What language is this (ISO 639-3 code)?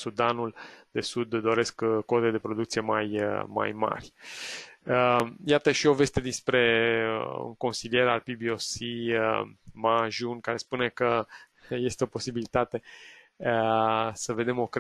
ron